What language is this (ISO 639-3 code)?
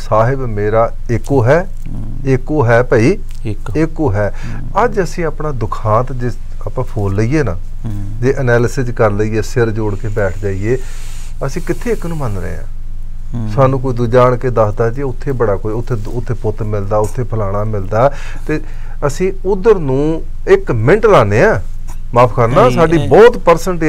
pan